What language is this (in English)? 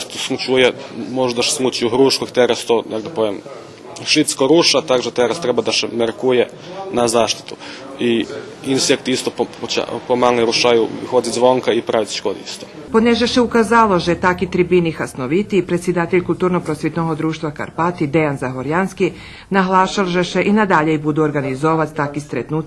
Rusyn